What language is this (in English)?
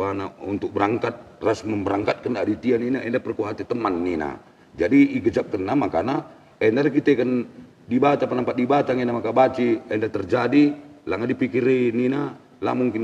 Batak Karo